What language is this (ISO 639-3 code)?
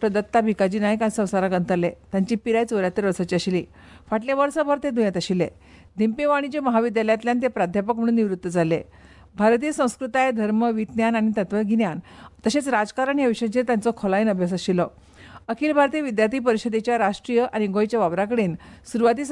kok